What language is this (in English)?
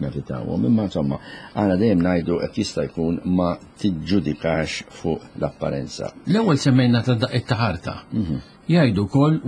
Maltese